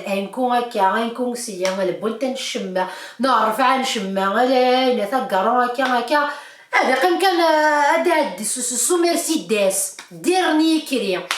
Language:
Kabyle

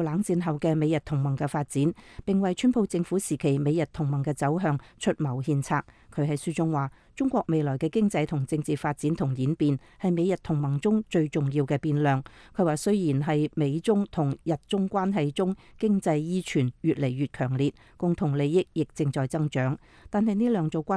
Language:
Cantonese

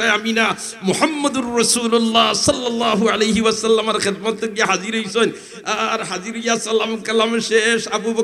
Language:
Sylheti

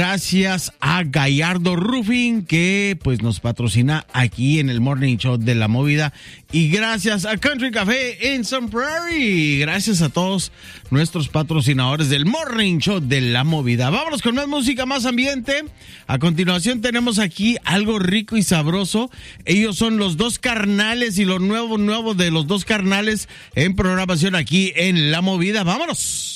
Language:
Spanish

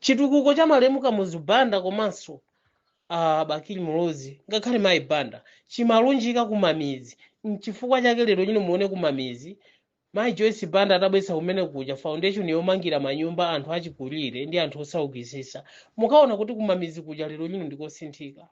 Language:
Nyanja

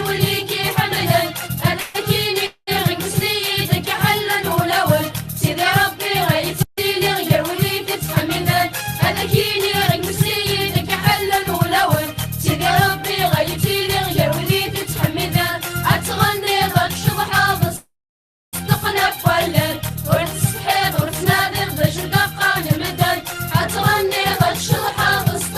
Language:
Kabyle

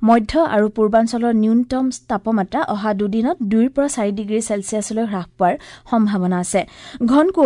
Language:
Assamese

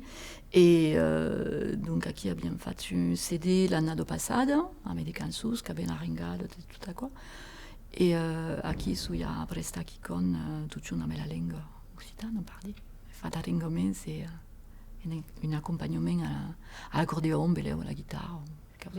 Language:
Occitan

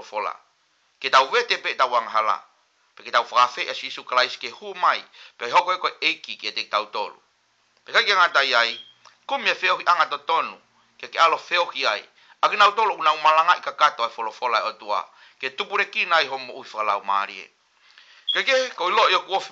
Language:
Tongan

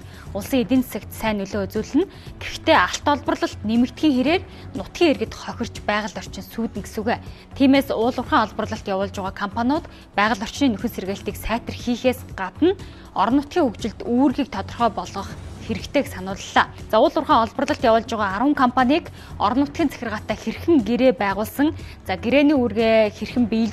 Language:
Mongolian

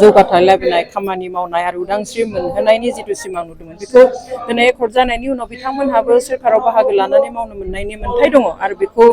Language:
Bodo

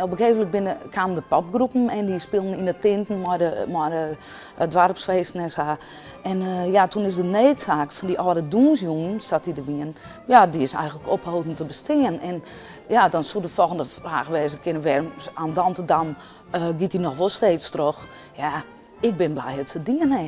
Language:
Western Frisian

